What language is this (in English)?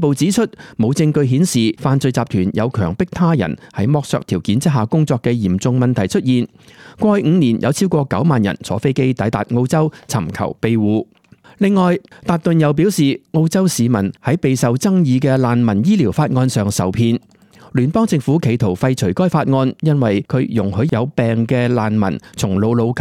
Cantonese